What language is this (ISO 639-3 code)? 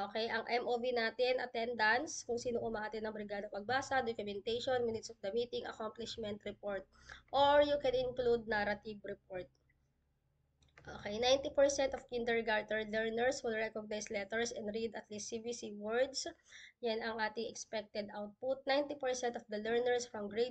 fil